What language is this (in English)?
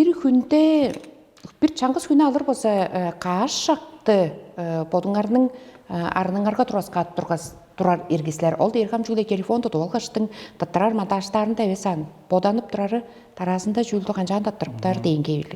Tuvinian